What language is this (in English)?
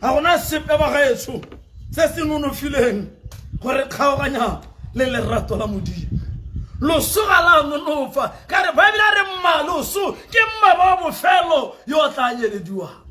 Tswana